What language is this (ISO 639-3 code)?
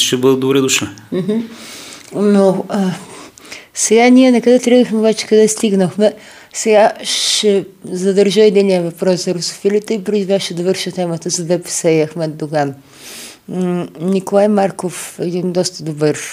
bul